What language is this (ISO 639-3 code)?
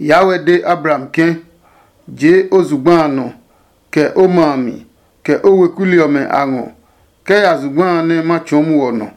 ada